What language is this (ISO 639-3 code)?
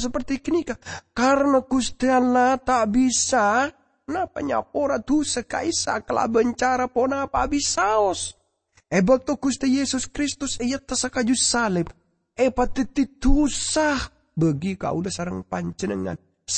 mad